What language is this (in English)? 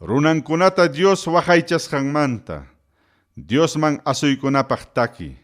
Ayacucho Quechua